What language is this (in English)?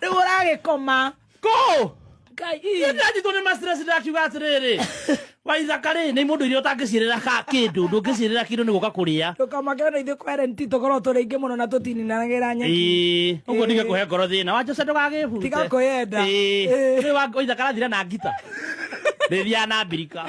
Kikuyu